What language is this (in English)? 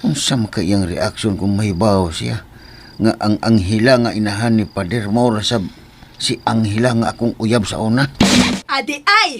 Cebuano